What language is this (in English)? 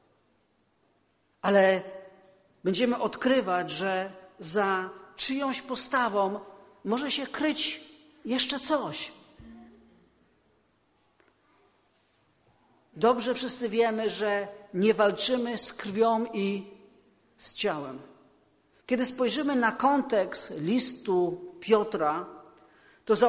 Polish